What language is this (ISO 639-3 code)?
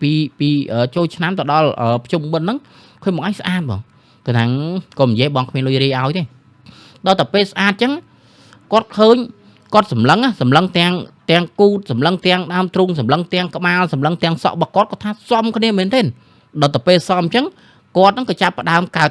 khm